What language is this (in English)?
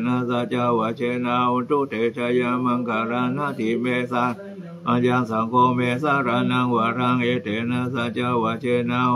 Pali